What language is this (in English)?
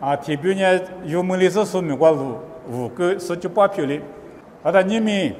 Lisu